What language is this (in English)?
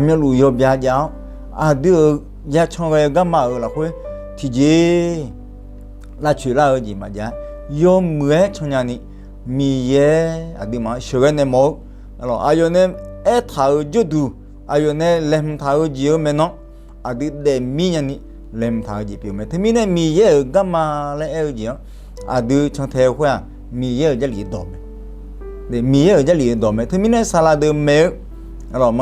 Akha